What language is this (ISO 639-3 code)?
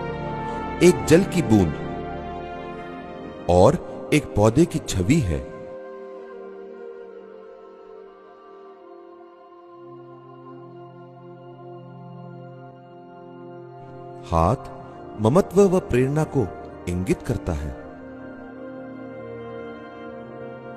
hin